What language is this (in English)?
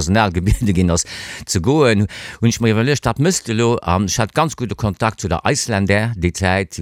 Luxembourgish